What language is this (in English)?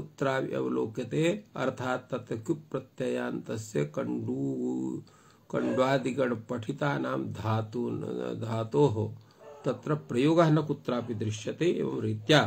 Sanskrit